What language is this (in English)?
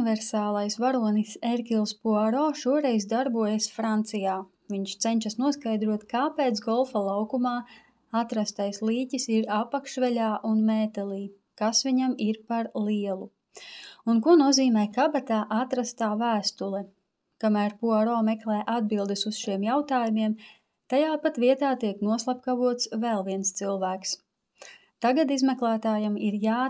Latvian